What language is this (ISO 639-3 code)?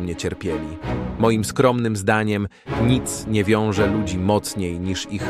pol